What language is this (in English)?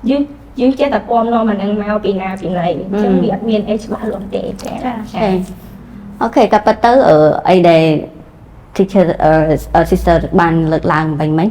Khmer